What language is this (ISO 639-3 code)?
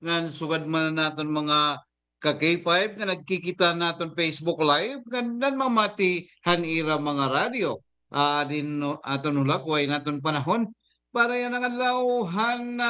war